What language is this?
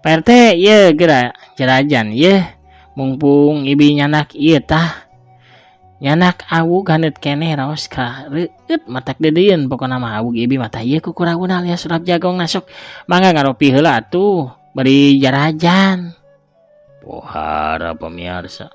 Sundanese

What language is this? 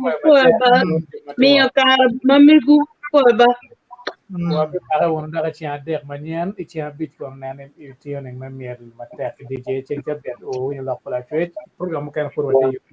Acoli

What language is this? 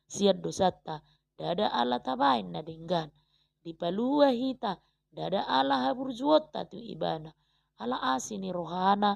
Batak Toba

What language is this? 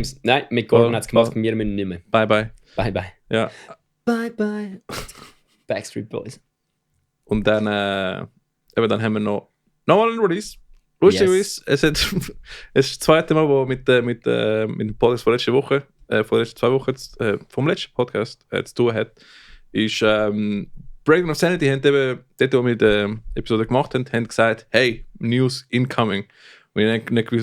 Swiss German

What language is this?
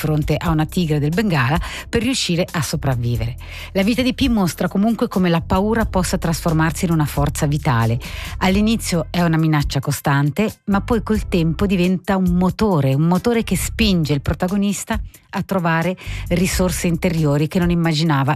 Italian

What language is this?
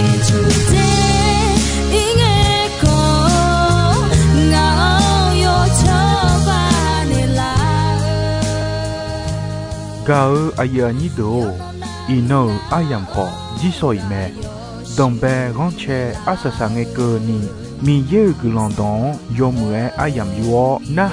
Akha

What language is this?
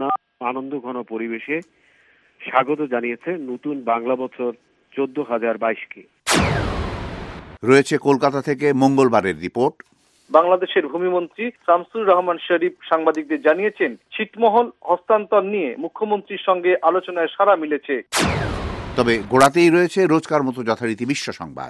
Bangla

